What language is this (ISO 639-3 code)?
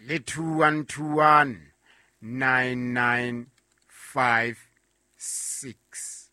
sot